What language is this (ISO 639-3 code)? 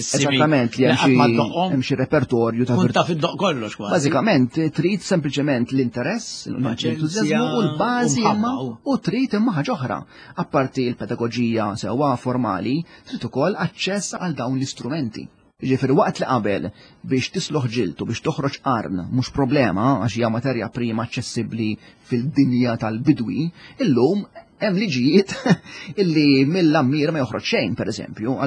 mlt